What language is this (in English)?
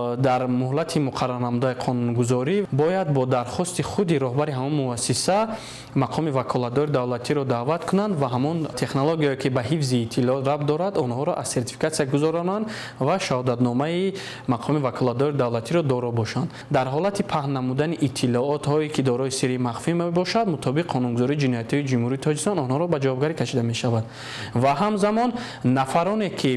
Tajik